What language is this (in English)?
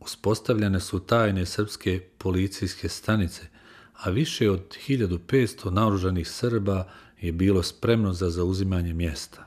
Bosnian